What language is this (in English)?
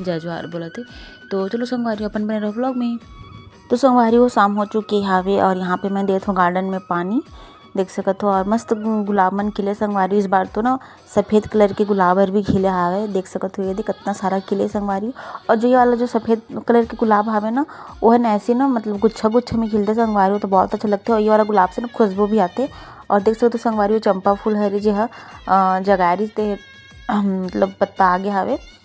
Chhattisgarhi